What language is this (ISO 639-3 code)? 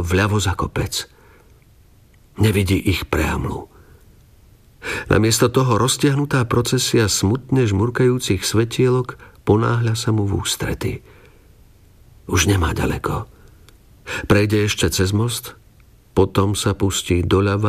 slk